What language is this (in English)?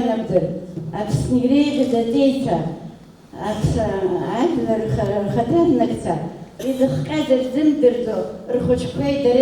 Abkhazian